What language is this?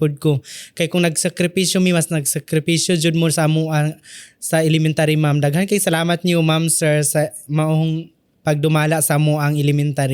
Cebuano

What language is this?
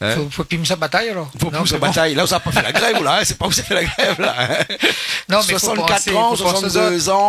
Réunion Creole French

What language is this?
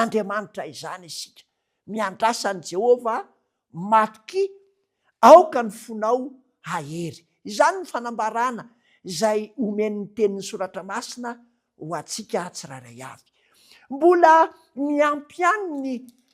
Malagasy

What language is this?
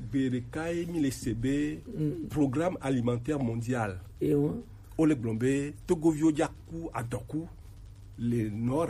Gen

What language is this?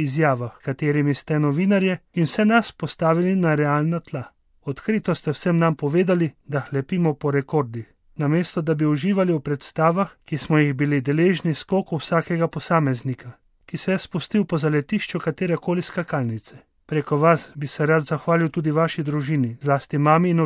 Slovenian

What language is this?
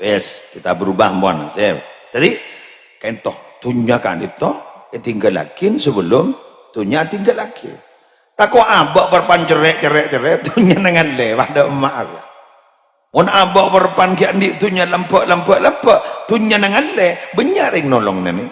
Madurese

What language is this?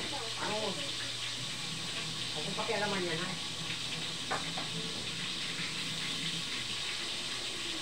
Filipino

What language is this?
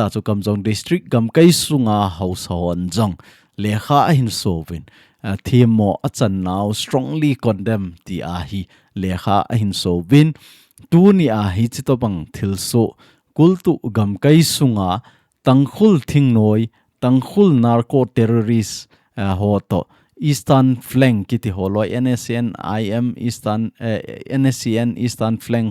Thado Chin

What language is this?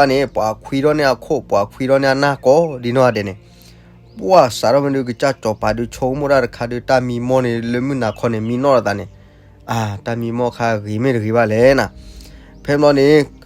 S'gaw Karen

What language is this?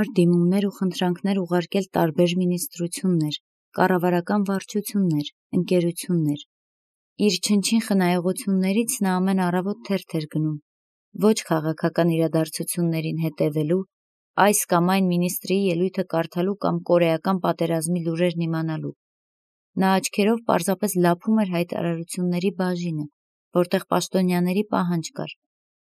Armenian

